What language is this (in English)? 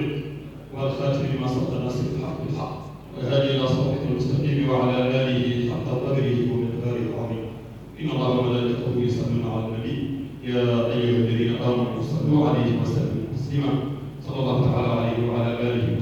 Fula